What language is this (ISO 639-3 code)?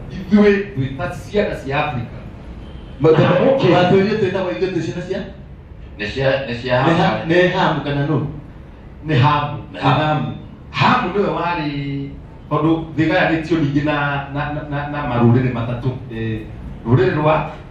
kik